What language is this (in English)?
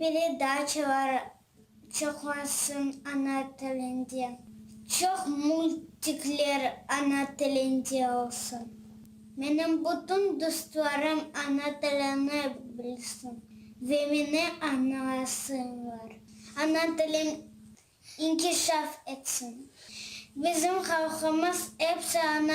Crimean Tatar